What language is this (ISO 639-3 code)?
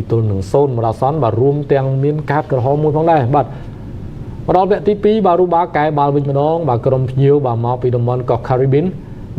khm